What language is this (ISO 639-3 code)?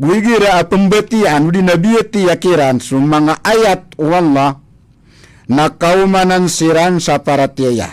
mrw